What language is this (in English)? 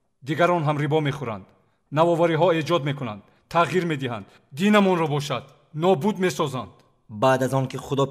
Tajik